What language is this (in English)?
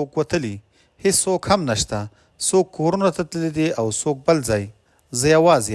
Pashto